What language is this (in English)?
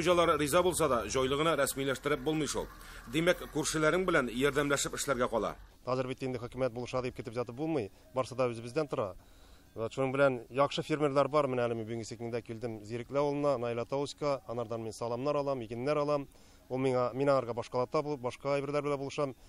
Tatar